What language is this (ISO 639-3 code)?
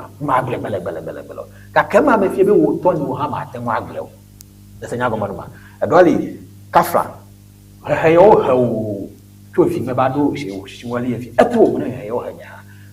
ewe